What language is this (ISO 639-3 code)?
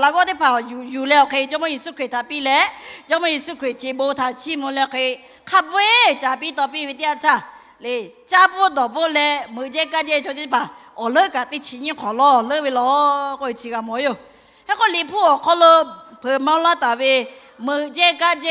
lhu